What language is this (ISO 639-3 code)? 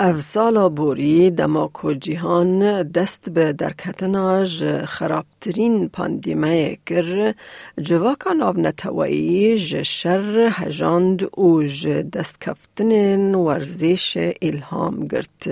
kur